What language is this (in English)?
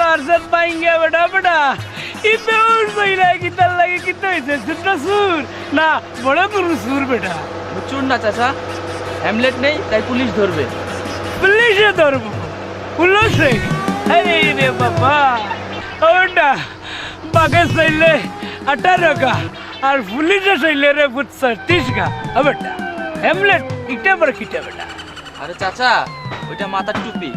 Sylheti